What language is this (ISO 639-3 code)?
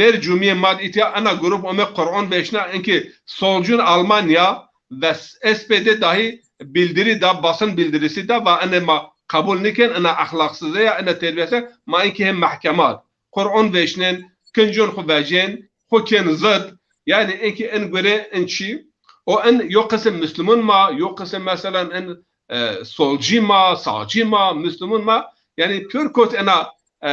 zza